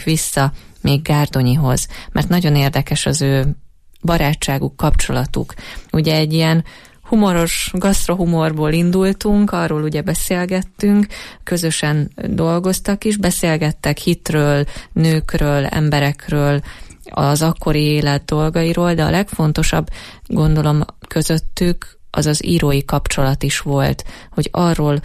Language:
Hungarian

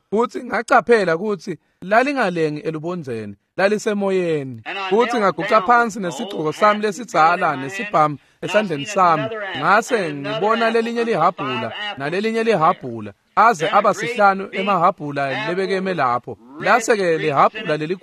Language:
Swati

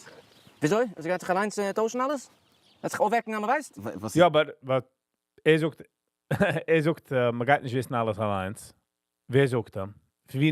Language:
Yiddish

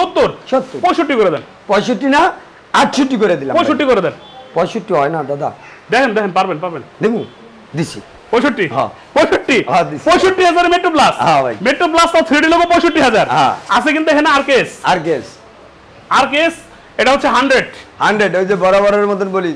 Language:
Bangla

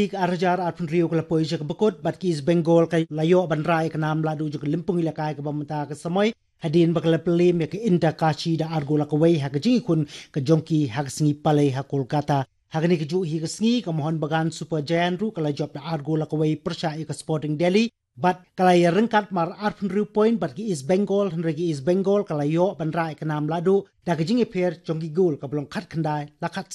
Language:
Khasi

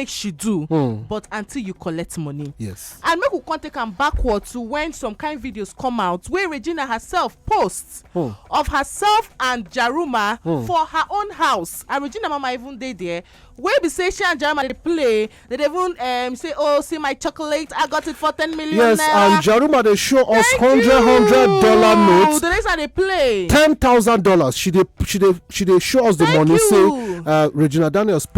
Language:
Nigerian Pidgin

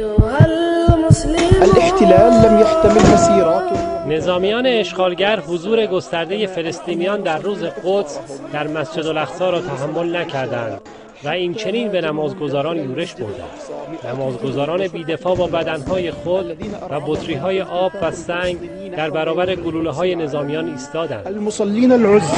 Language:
Persian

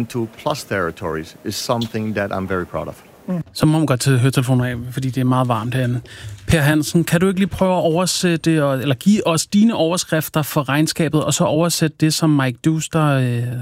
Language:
Danish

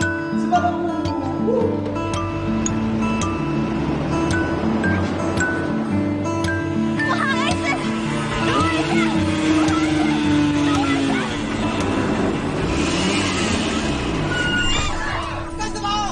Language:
Chinese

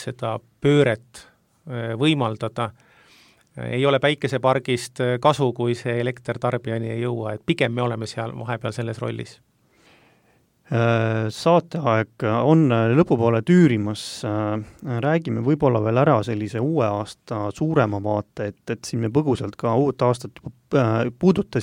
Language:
Estonian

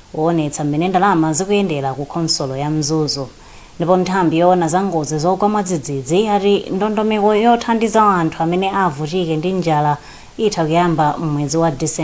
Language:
Nyanja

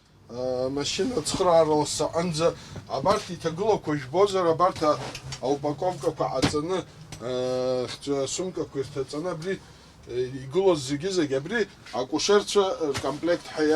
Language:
Abkhazian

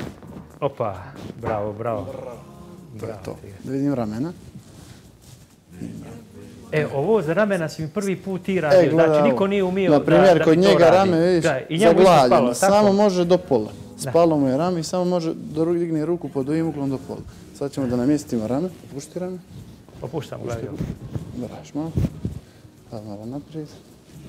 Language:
Bosnian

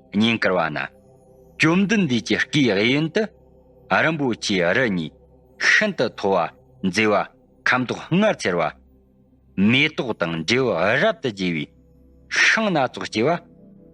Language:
Tibetan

